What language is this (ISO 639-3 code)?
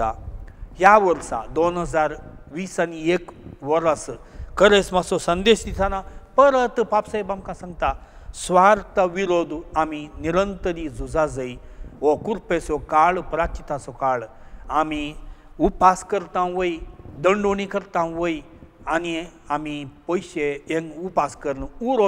kok